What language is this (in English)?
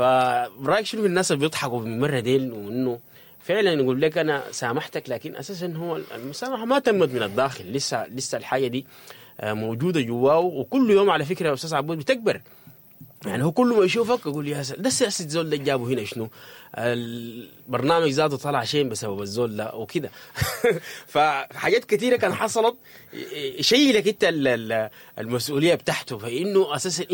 Sudanese Arabic